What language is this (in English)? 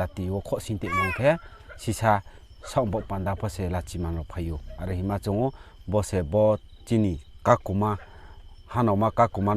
Riang (India)